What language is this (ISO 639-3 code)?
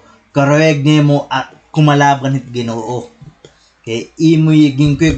war